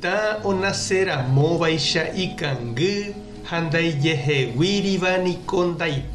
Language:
Guarani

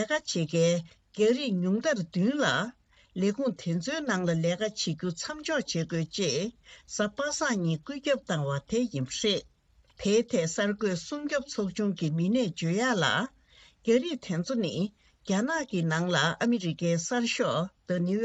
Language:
Tibetan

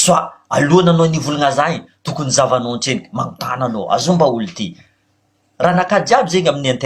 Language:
Malagasy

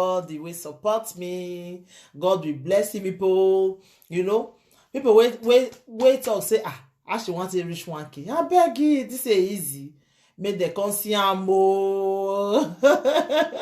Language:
Nigerian Pidgin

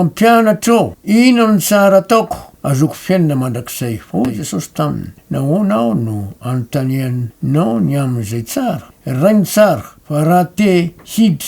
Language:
Malagasy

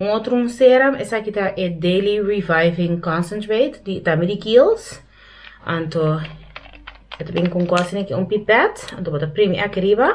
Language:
Papiamento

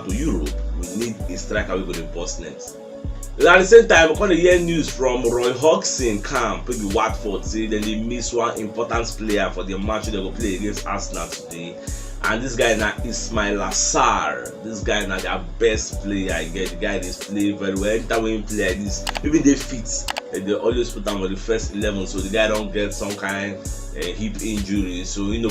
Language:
Nigerian Pidgin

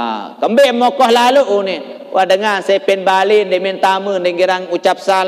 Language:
Sasak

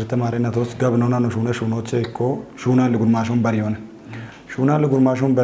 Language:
Kafa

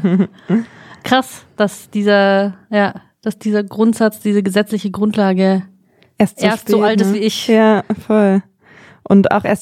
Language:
German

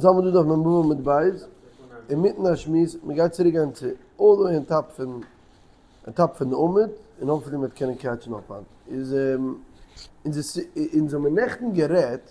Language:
Yiddish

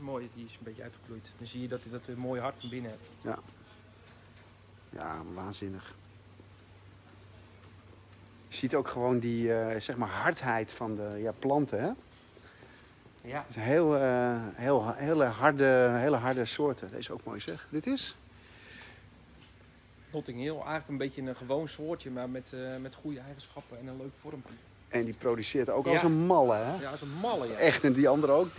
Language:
Dutch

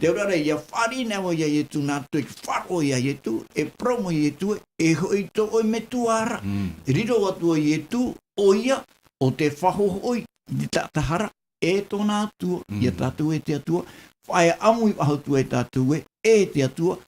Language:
Tahitian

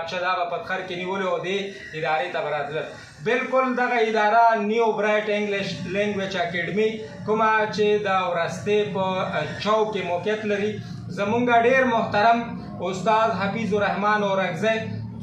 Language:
Pashto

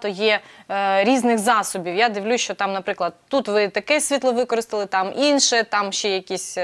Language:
Ukrainian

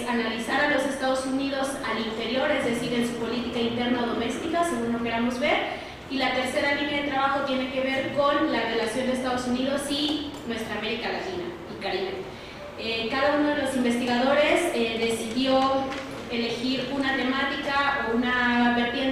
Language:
Spanish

